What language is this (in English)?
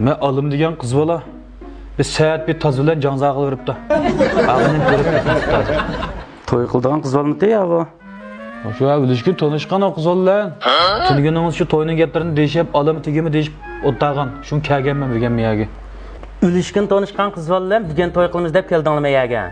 Uyghur